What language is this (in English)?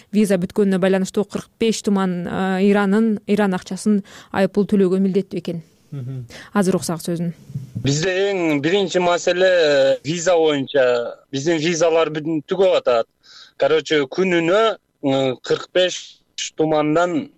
Kyrgyz